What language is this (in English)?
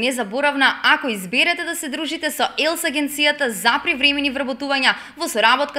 Macedonian